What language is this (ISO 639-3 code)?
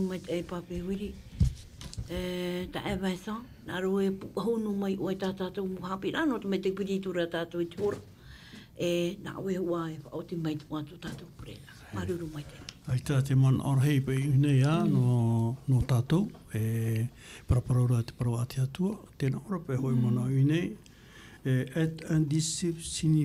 tah